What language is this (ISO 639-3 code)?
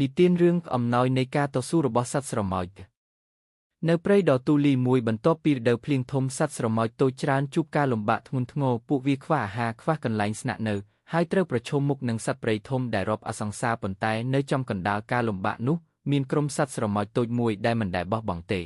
khm